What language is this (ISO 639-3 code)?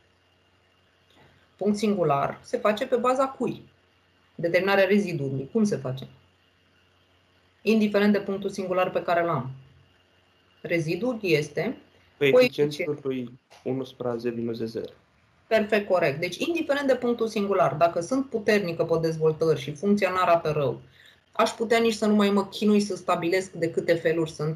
ron